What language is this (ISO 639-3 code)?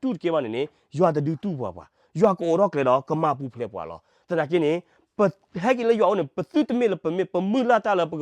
ksw